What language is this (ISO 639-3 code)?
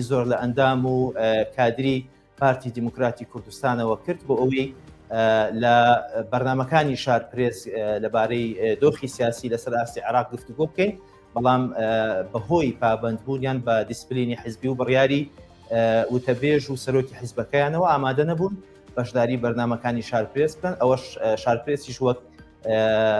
ckb